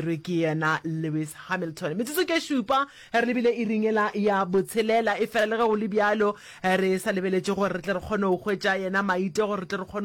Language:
Northern Sotho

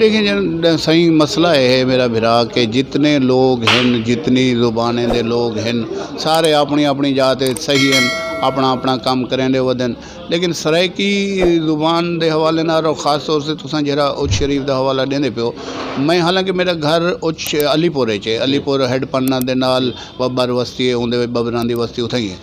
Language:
Saraiki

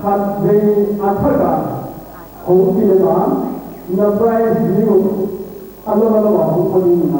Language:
Paite Chin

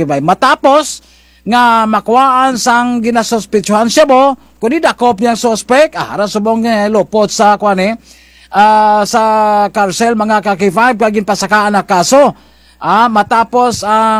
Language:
Kinaray-a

